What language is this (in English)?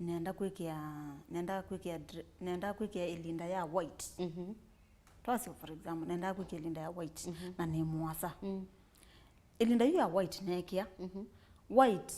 Kamba